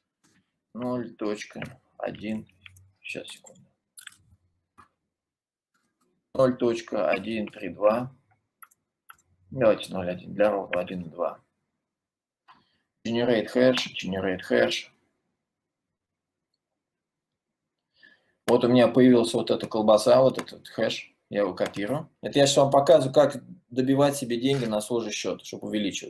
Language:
Russian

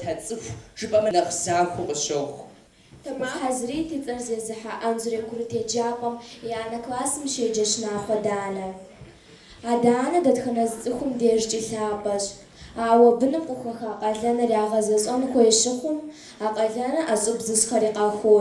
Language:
Kabardian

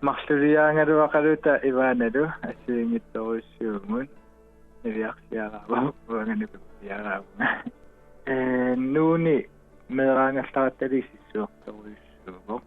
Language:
Kalaallisut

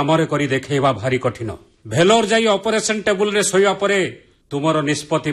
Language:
Odia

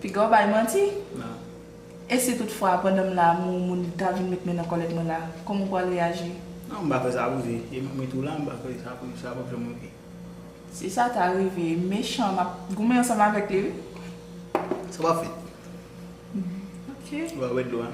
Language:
Haitian Creole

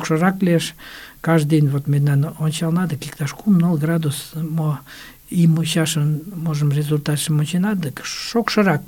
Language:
Mari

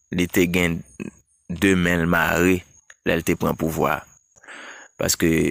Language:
Haitian Creole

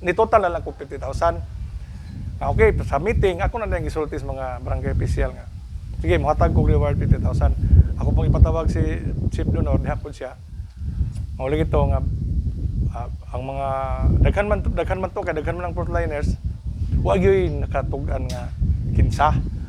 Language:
Cebuano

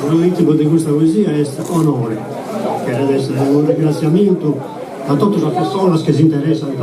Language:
Sardinian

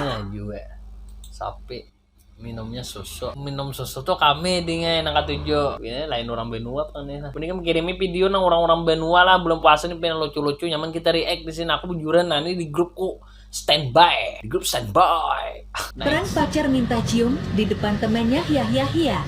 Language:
Banjar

